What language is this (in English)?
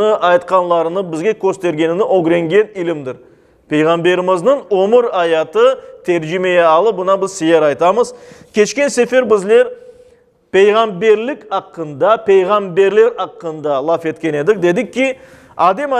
Crimean Tatar